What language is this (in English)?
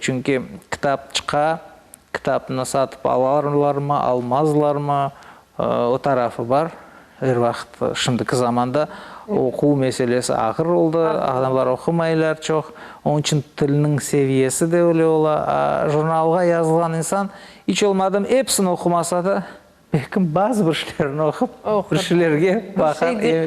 Crimean Tatar